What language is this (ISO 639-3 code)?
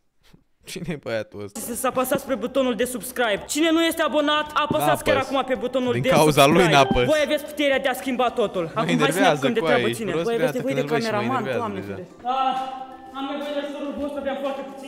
ron